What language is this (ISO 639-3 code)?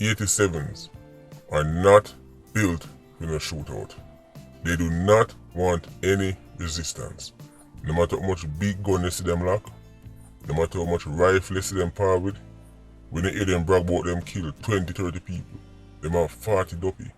jam